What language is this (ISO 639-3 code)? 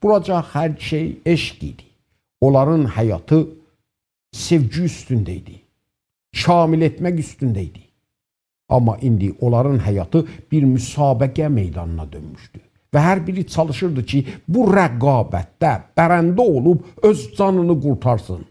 azb